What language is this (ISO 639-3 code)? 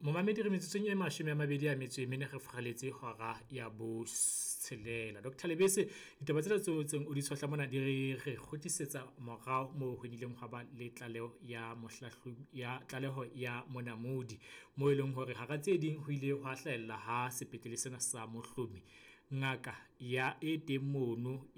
sot